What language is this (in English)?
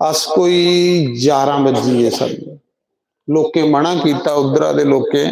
Dogri